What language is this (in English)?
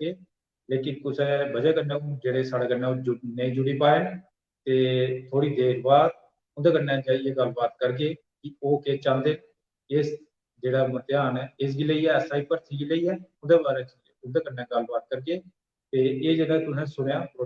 Dogri